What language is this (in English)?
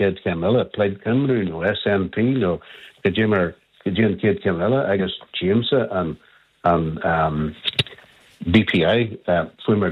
Irish